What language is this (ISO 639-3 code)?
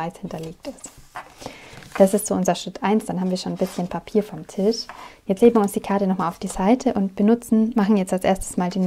deu